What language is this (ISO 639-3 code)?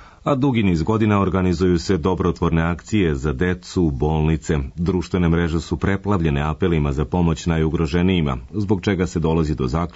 srp